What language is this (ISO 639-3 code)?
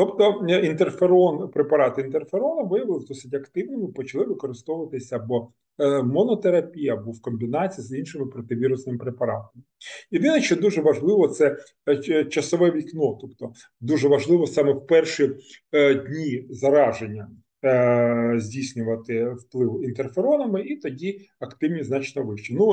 ukr